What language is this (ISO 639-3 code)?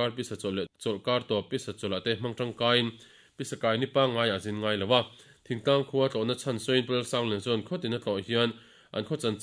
lus